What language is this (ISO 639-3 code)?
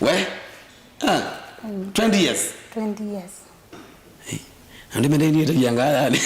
kam